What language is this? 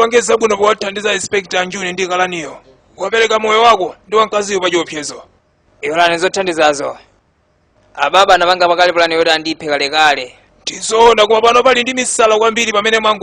Nyanja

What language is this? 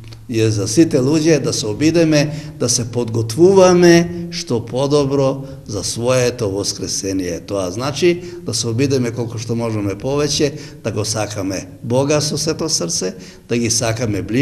Macedonian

